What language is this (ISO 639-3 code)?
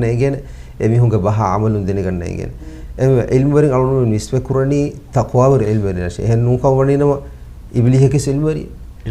div